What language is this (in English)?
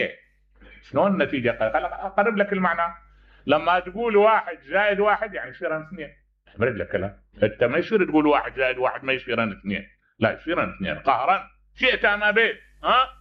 Mesopotamian Arabic